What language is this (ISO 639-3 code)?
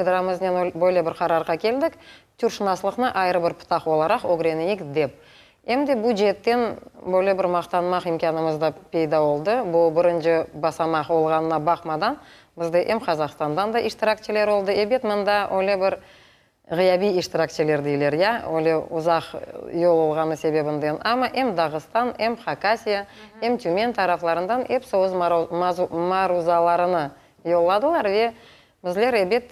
crh